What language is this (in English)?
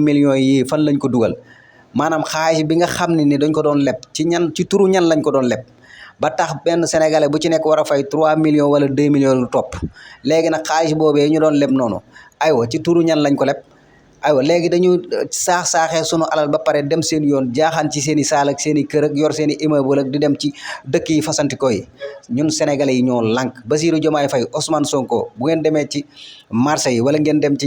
Wolof